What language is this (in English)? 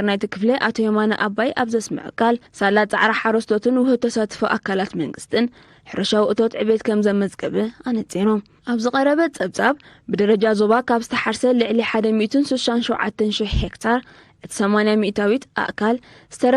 Tigrinya